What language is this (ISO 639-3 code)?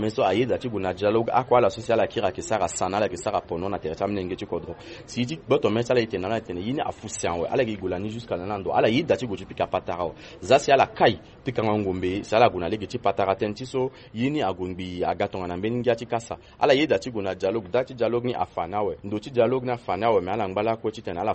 sag